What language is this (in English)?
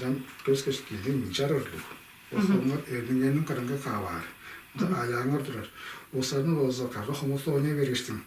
Tuvinian